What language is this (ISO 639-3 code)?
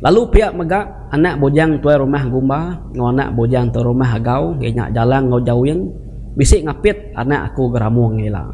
iba